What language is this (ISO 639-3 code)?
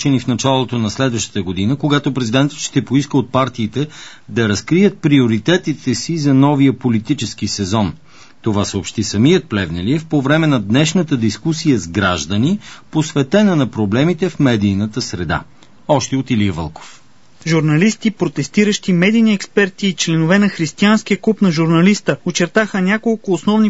bul